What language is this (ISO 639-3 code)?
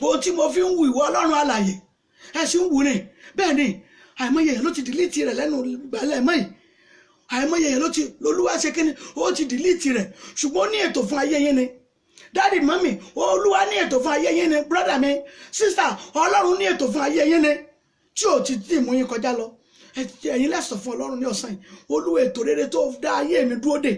yor